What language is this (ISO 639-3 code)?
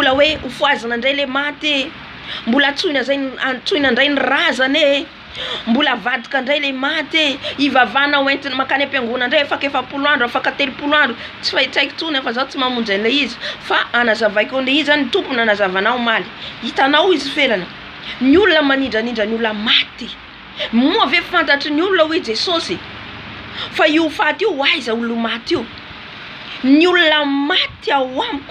mlg